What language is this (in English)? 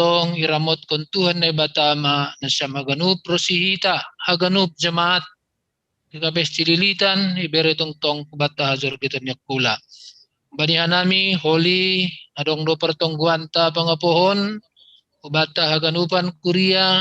Batak Simalungun